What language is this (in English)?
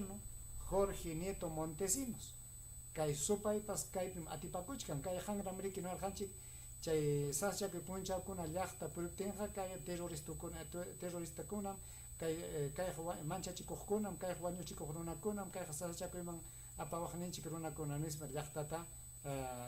Ayacucho Quechua